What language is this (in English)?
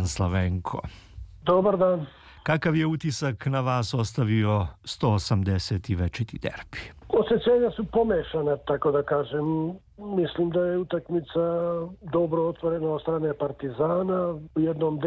Serbian